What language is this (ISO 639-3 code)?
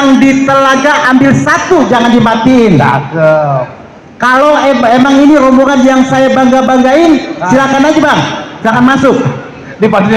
bew